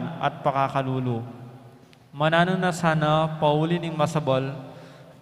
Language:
Pampanga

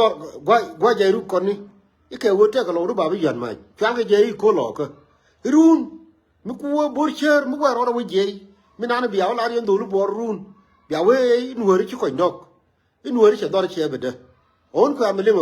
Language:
Nuer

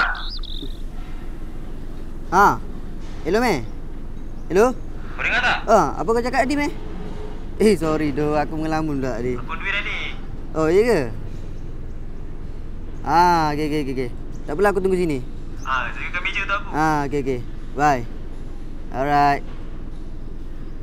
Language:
Malay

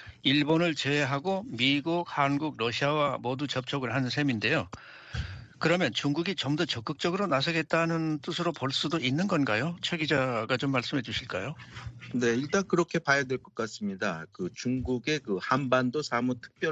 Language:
Korean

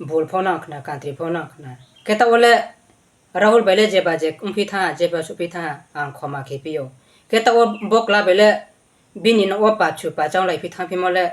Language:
Riang (India)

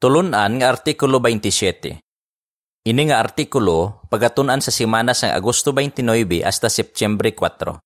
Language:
Hiligaynon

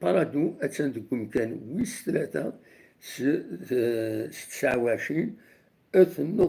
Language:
Kabyle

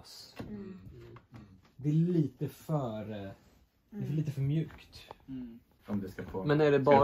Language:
Swedish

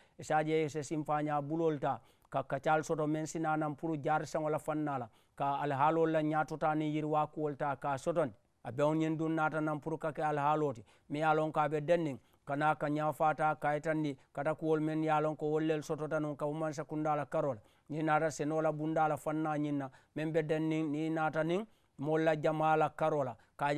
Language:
Mandingo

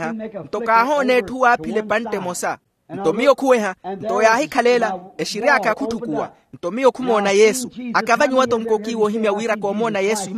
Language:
Makhuwa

